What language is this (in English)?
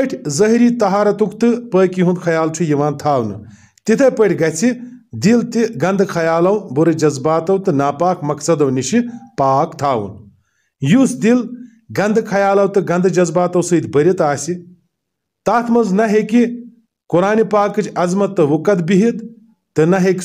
Kashmiri